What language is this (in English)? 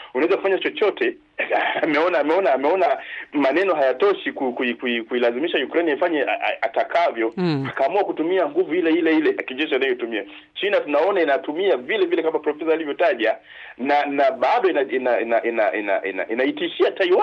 Swahili